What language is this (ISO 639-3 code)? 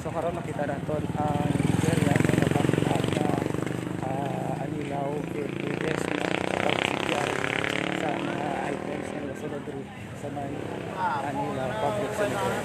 hil